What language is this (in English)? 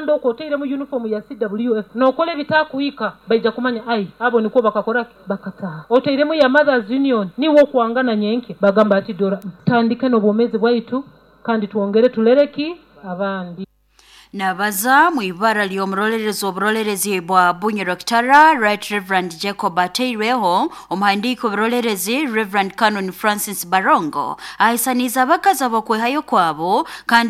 Nyoro